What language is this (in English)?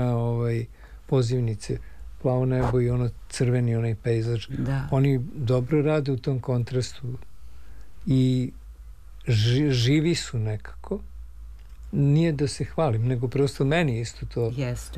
Serbian